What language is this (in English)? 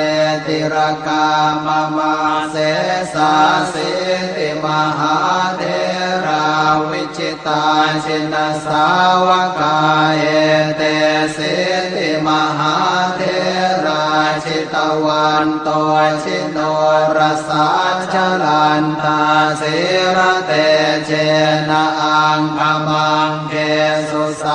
Pali